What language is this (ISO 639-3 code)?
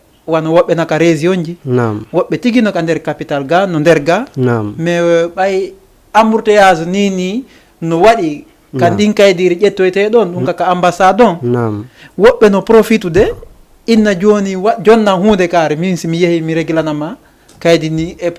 ful